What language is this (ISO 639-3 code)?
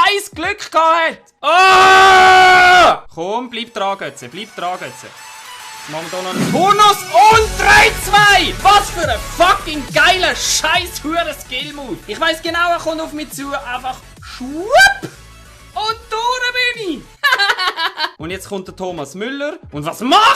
gsw